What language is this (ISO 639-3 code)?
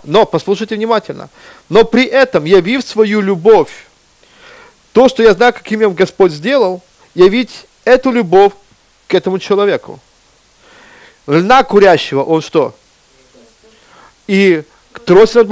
rus